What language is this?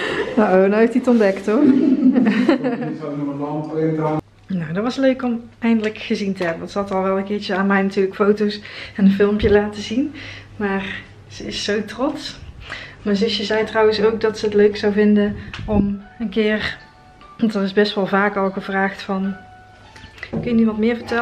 Dutch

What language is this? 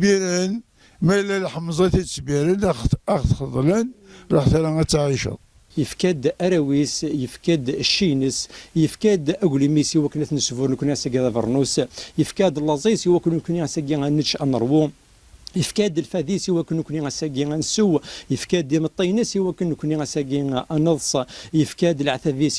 Kabyle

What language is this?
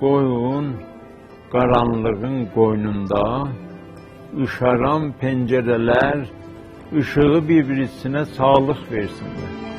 South Azerbaijani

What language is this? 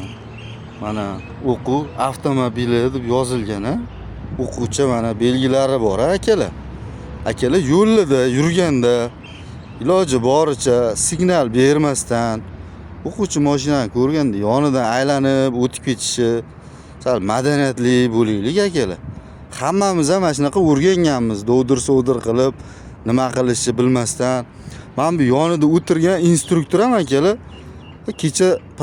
Uzbek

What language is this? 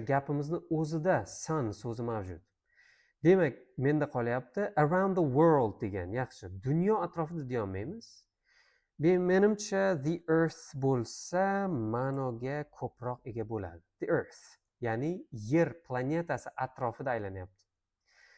Uzbek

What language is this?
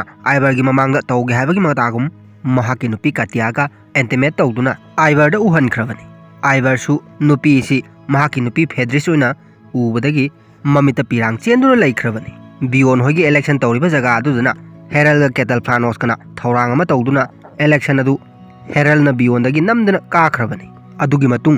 Manipuri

